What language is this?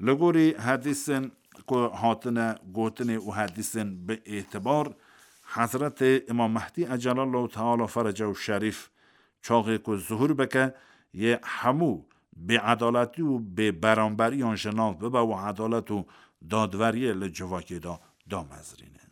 Kurdish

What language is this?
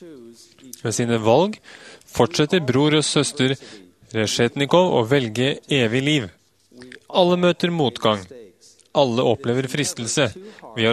Norwegian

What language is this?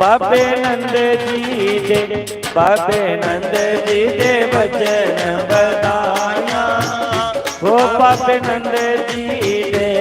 Dogri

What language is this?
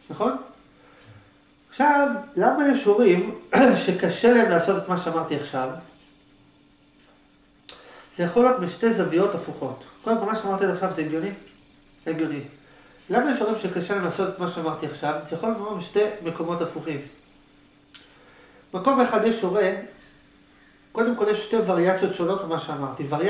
Hebrew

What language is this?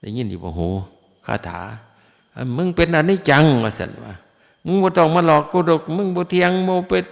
Northeastern Thai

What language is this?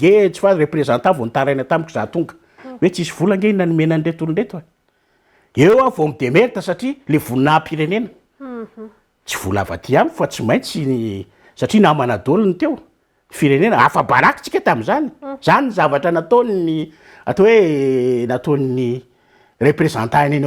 Malagasy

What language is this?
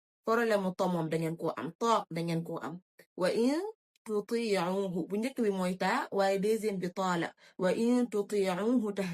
Wolof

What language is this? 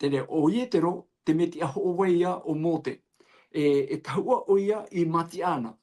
Tahitian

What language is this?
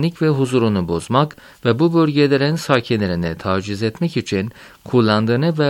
Turkish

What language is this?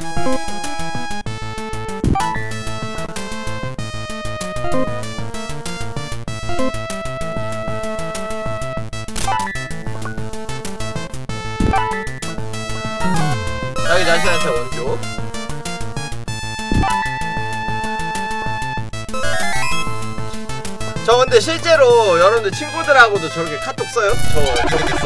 Korean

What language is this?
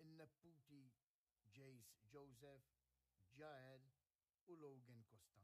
Maltese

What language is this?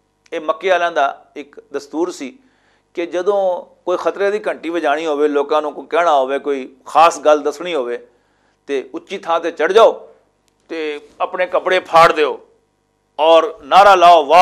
Western Panjabi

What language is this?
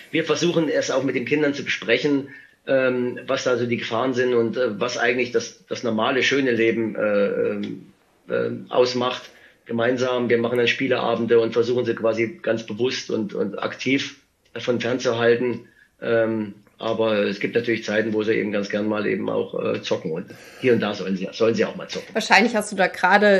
German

